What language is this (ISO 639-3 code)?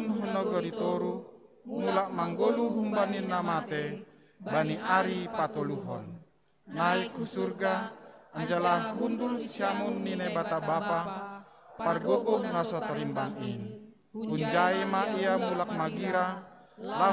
bts